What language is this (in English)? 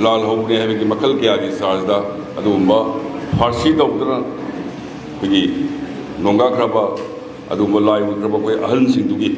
Manipuri